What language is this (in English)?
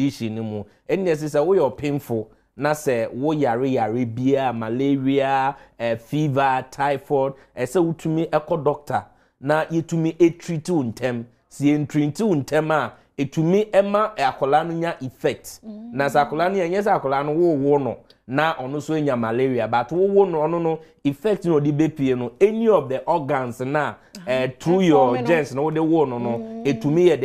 Akan